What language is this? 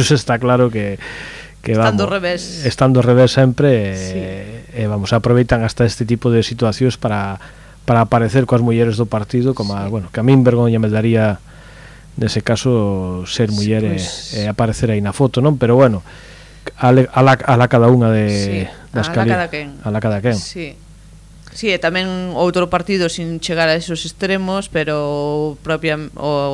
Galician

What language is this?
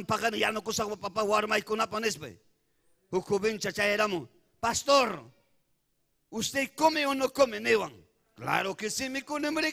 Ayacucho Quechua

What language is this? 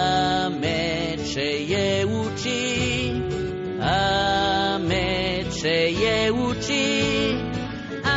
Basque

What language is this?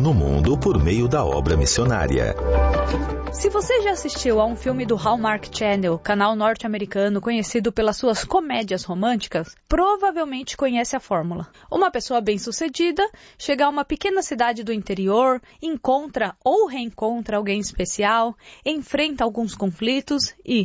Portuguese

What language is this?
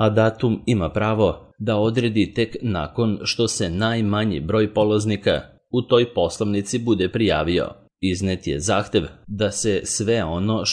Serbian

